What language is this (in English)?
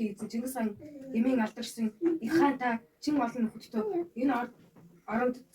Mongolian